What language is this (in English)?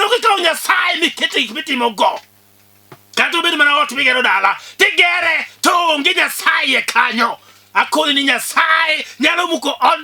Luo (Kenya and Tanzania)